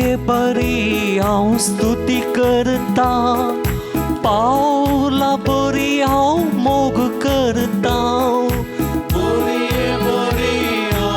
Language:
Konkani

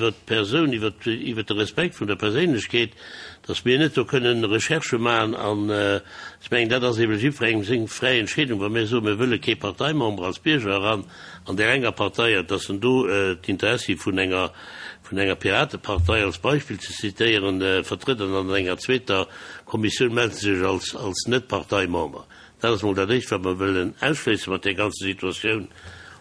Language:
Luxembourgish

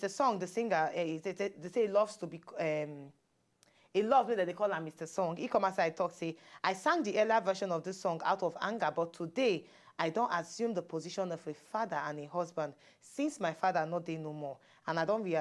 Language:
Nigerian Pidgin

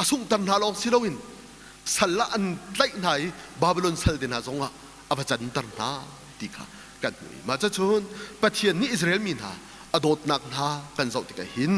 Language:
Hakha Chin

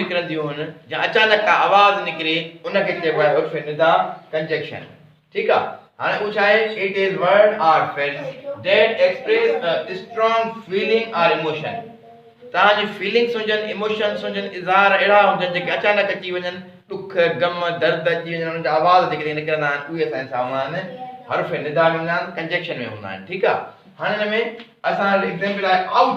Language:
Sindhi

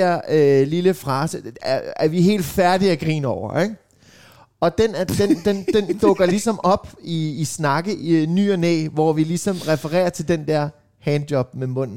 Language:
Danish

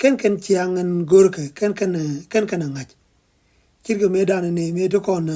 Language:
Nuer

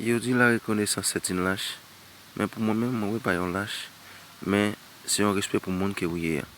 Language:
Haitian Creole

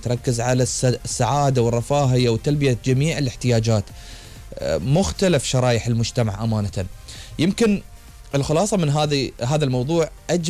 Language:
Gulf Arabic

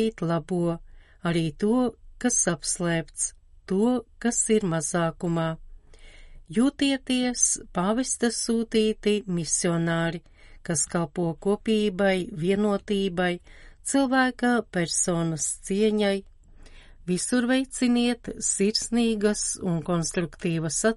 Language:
Latvian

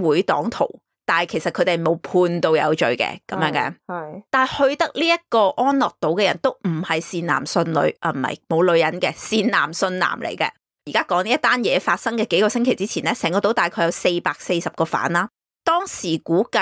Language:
Cantonese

